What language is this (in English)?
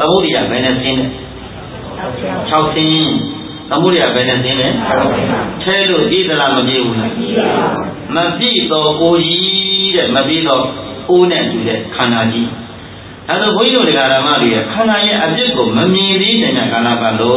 Burmese